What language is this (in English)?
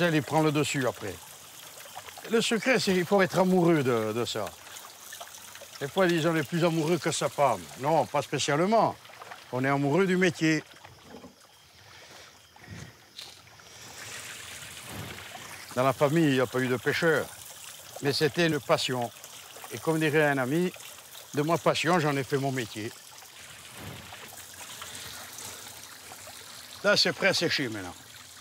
French